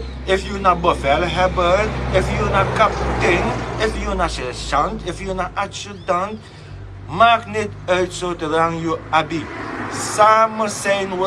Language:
Sranan Tongo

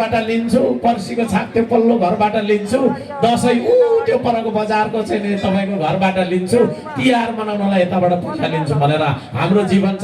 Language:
Nepali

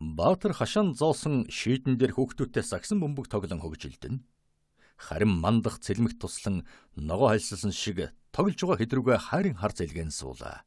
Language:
Mongolian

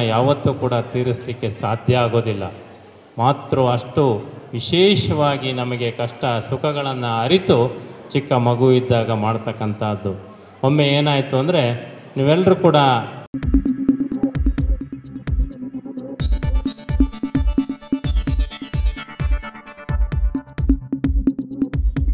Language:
Kannada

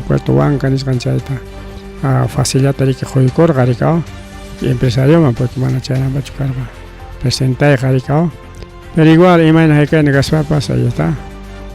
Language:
Ayacucho Quechua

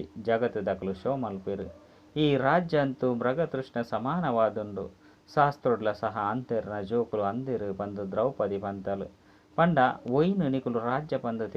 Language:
Tulu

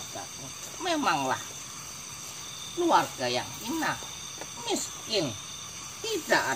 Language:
Indonesian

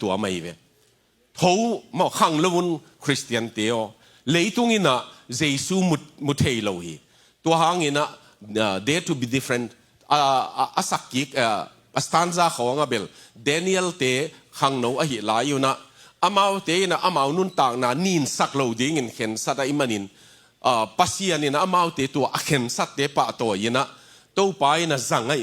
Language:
Tedim Chin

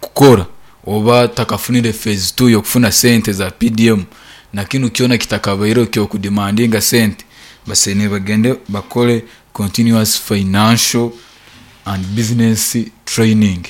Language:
Nyankole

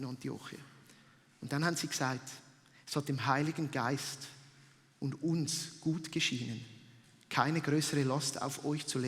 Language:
Swiss German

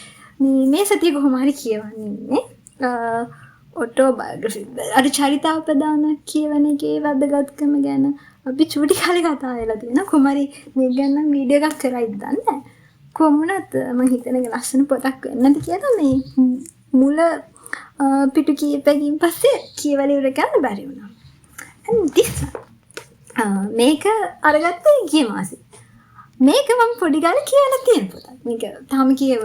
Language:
Sinhala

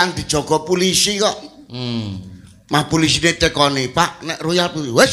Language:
Javanese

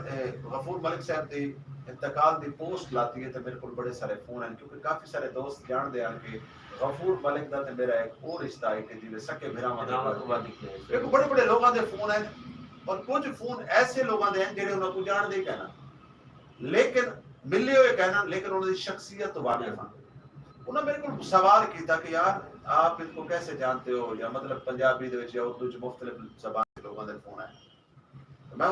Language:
Saraiki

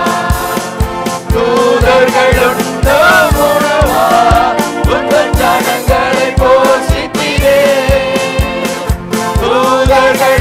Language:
Tamil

